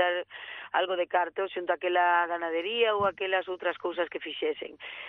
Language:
Galician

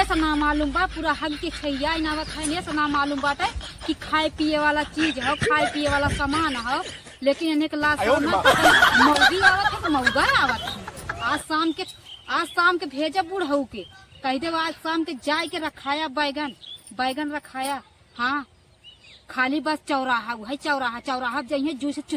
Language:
Awadhi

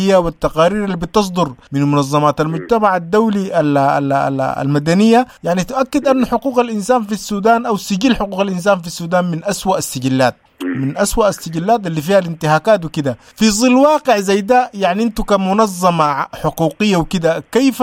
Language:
Sudanese Arabic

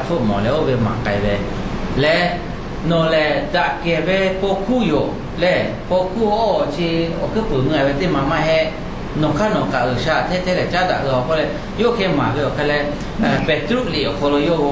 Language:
Lahu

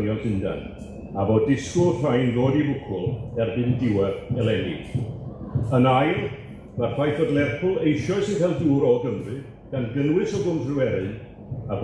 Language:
Welsh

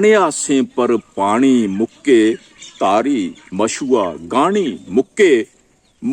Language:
Dogri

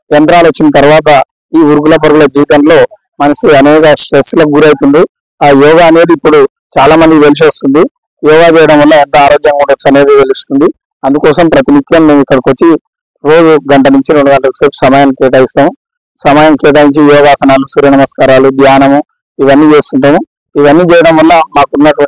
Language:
Telugu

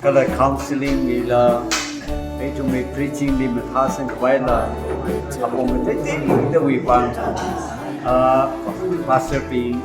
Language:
Tangkhul Naga (India)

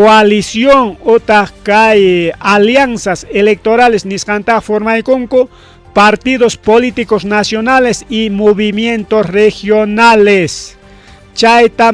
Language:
Ayacucho Quechua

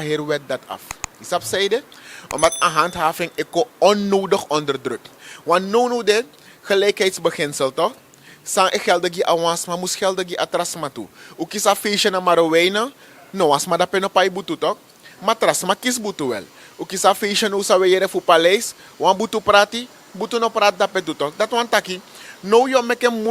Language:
Sranan Tongo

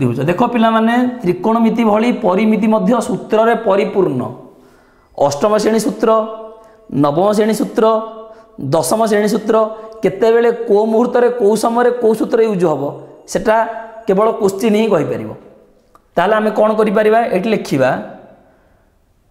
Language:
Odia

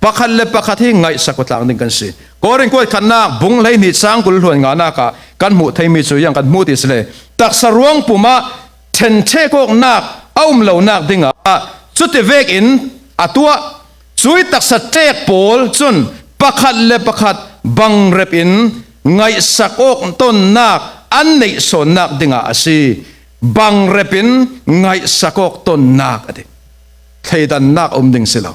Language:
Falam Chin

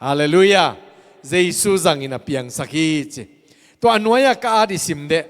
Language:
Tedim Chin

